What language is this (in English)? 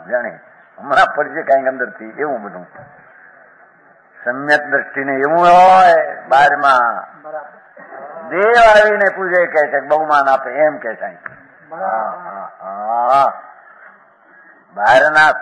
Gujarati